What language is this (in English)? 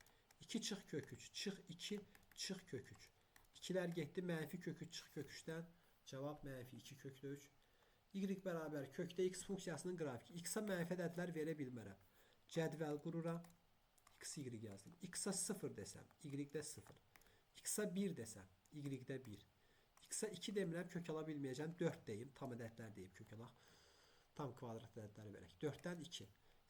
Azerbaijani